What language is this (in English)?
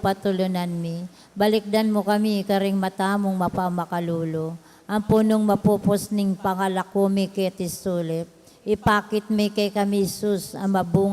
Pampanga